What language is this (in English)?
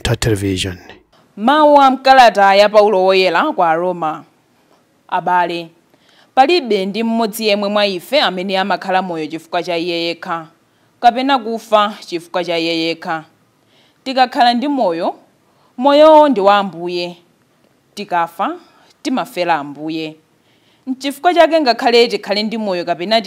Nyanja